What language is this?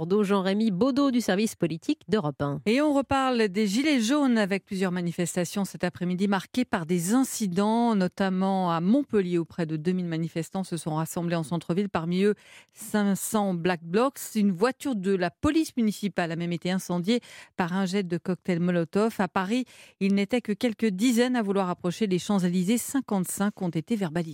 French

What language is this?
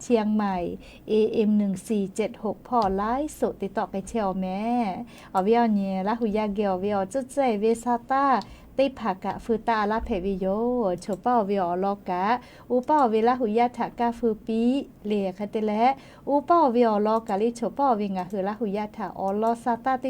Lahu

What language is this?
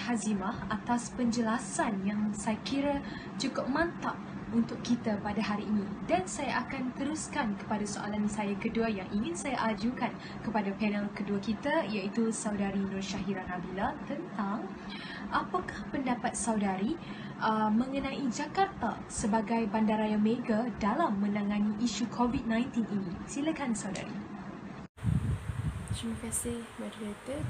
Malay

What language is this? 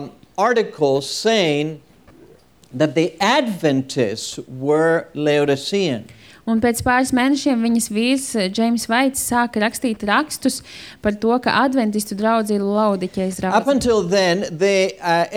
Latvian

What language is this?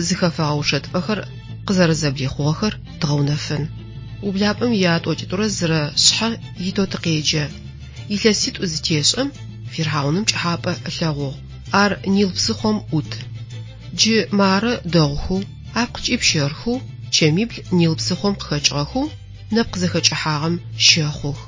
Adyghe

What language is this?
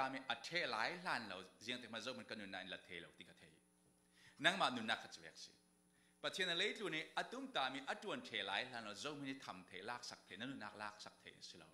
Falam Chin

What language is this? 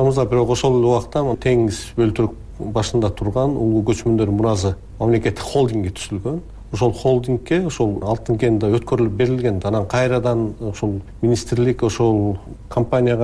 Kyrgyz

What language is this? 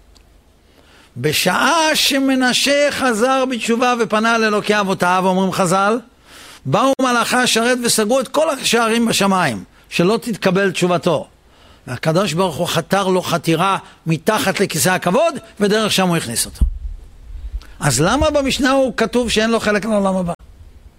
Hebrew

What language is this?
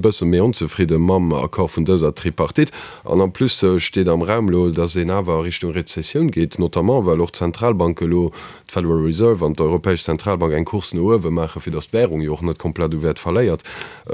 Luxembourgish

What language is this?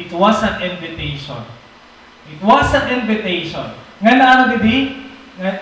Waray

